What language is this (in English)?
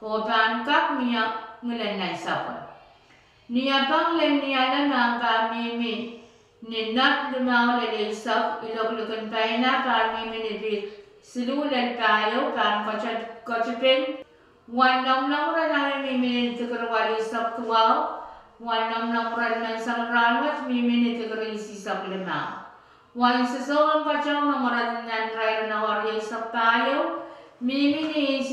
Pohnpeian